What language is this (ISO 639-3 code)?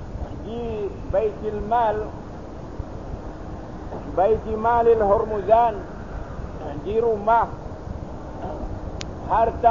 msa